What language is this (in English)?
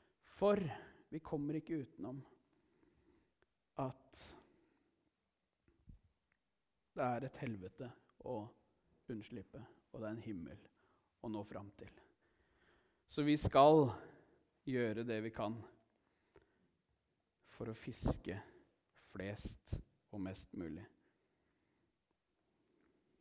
Norwegian